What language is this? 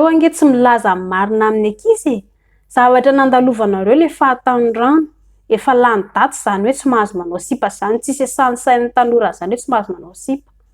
Malagasy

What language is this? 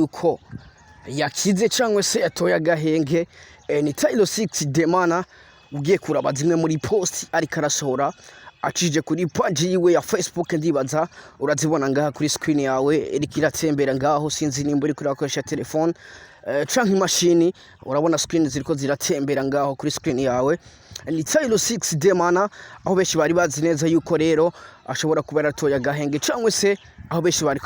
Rundi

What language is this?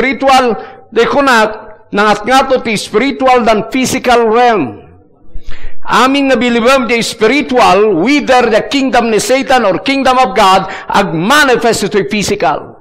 Iloko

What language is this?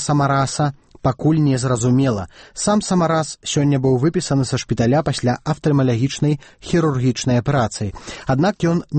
Belarusian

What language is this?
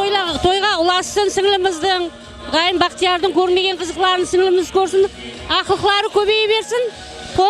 Kara-Kalpak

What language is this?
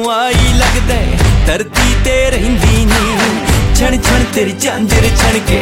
Punjabi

